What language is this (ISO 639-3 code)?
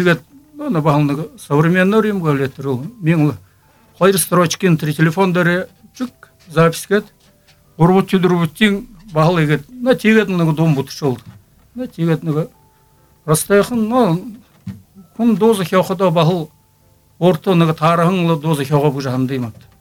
bua